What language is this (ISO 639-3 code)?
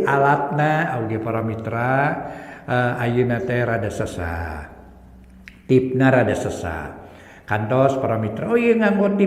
sun